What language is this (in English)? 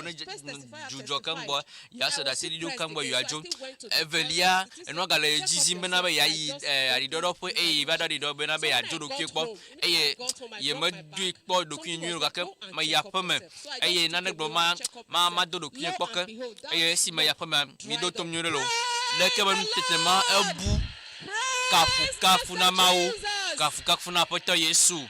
Ewe